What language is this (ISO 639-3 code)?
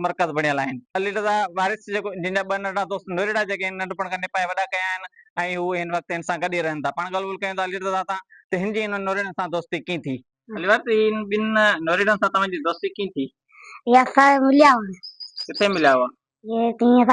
snd